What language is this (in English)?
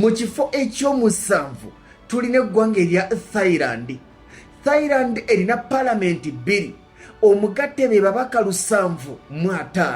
Ganda